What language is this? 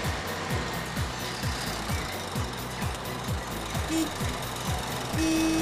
Kazakh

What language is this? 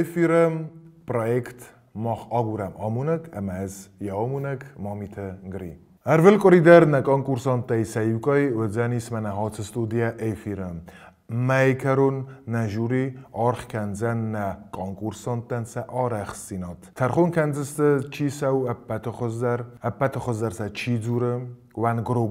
Ossetic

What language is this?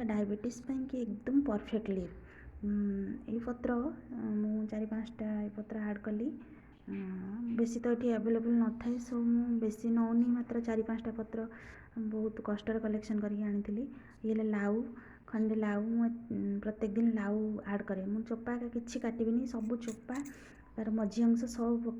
Odia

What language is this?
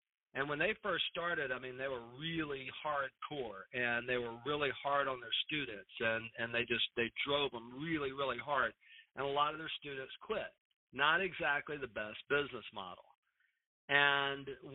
English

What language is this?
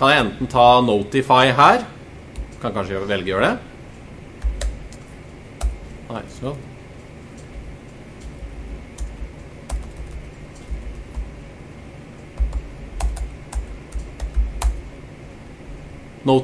Norwegian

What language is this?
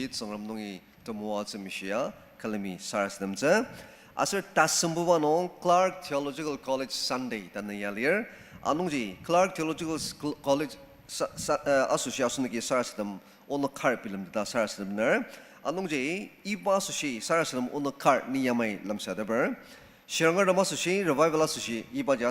Ao Naga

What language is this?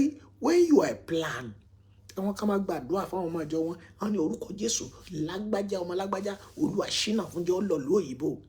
Yoruba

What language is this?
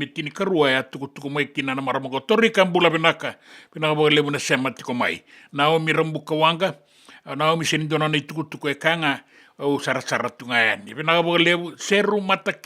Fijian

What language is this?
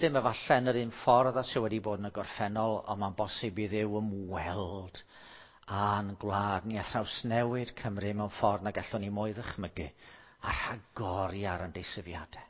Welsh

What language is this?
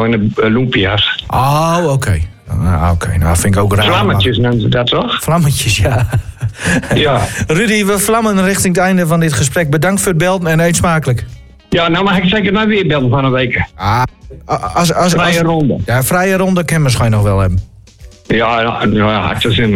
Dutch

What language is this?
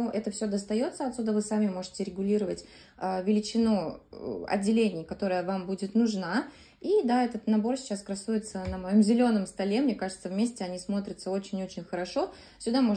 Russian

